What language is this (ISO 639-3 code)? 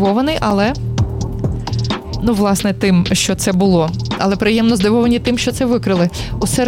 ukr